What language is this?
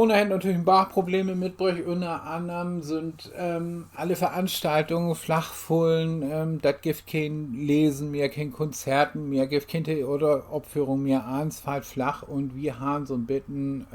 Low German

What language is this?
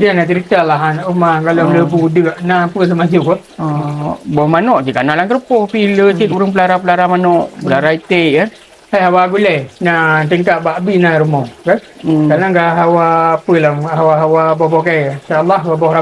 Achinese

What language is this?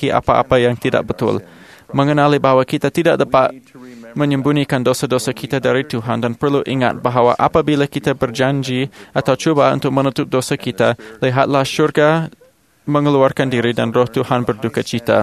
Malay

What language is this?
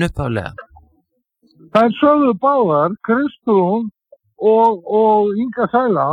Icelandic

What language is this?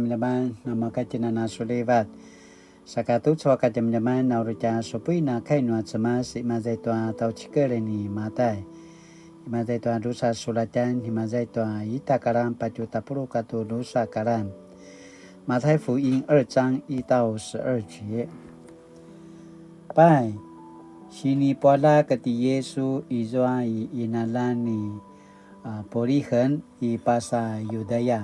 Paiwan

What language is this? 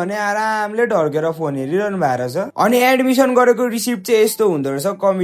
Nepali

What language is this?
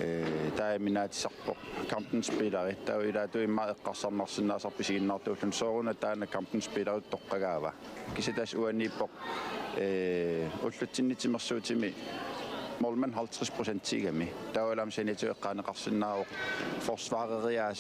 Kalaallisut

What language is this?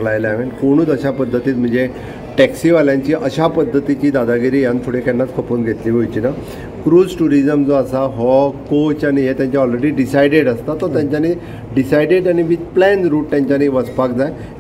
Konkani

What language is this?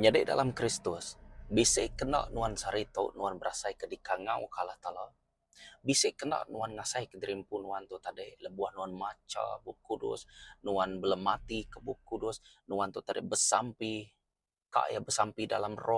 Iban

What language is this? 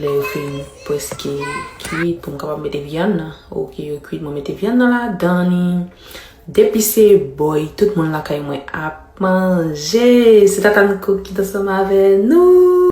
Haitian Creole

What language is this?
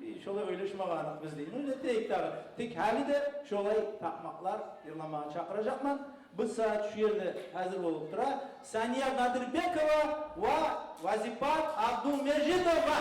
Kumyk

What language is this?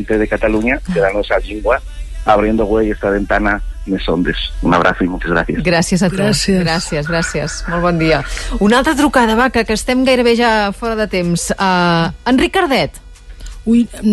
Asturian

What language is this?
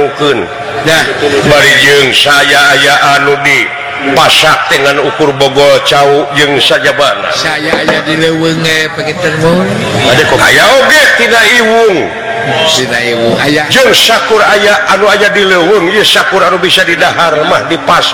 Sundanese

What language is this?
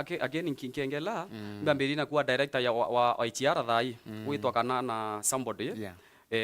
Meru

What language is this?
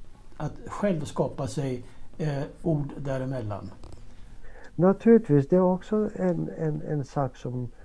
Swedish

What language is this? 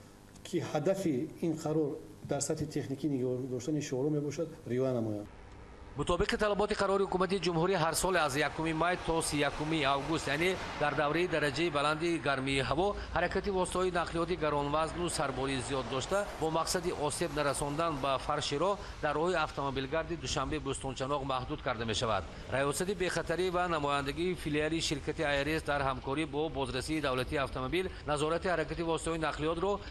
Tajik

